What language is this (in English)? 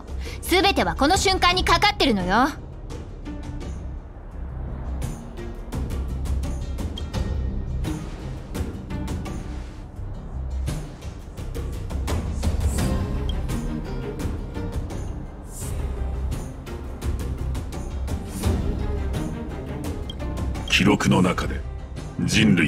Japanese